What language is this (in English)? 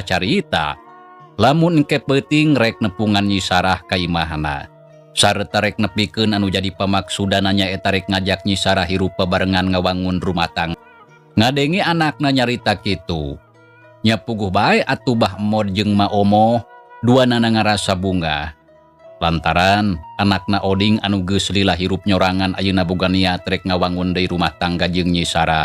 Sundanese